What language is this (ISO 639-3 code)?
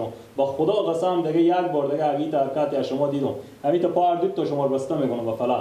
fas